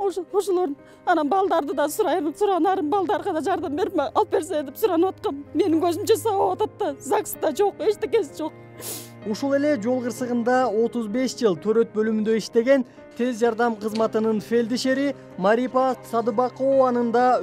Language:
Kyrgyz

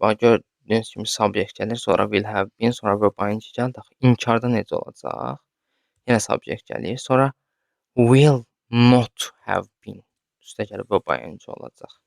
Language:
Azerbaijani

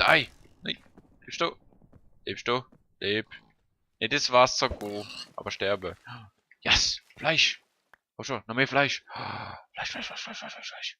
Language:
Swiss German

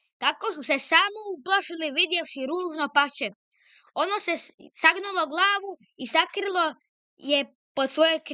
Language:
Serbian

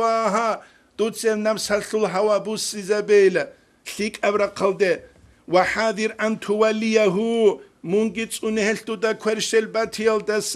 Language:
Avaric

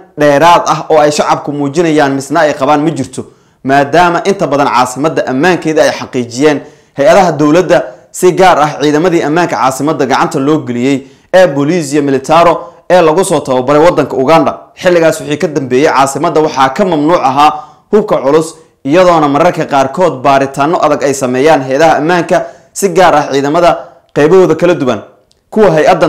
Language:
Somali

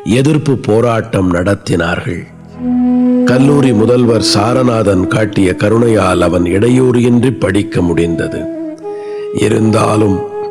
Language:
Tamil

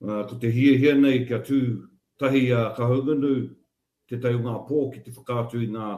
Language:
Māori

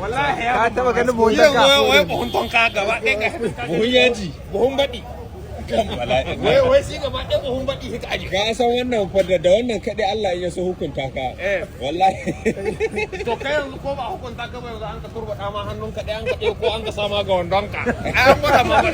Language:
Hausa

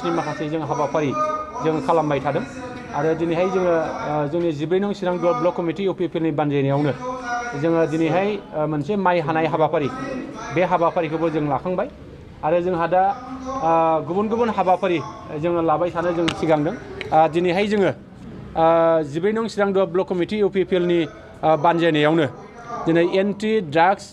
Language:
Bodo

